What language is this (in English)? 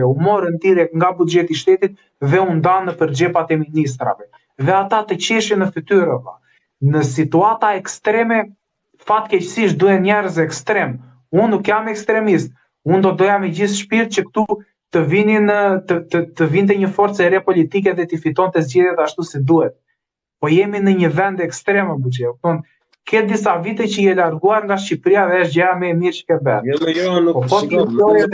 Albanian